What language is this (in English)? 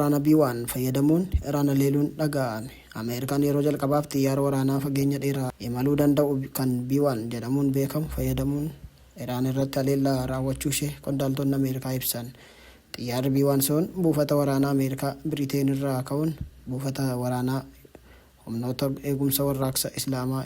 Oromo